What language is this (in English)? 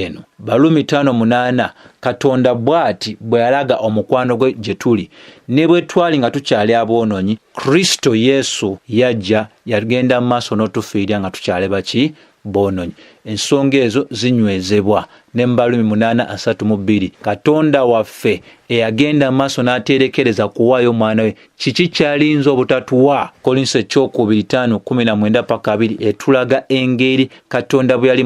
Ganda